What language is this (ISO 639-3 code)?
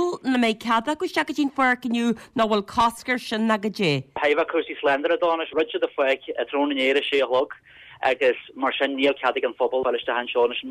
gle